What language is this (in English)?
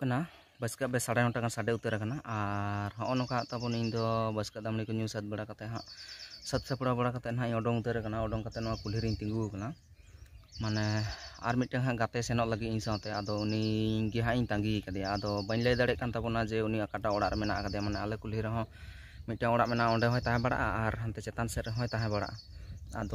Santali